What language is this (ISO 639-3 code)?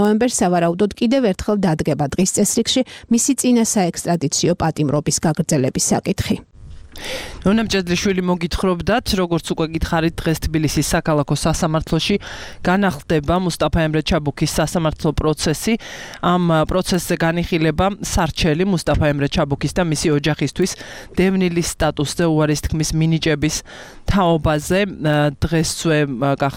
kat